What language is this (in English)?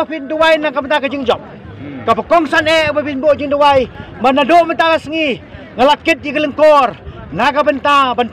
Khasi